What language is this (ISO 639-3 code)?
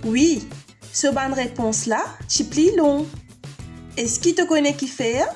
mfe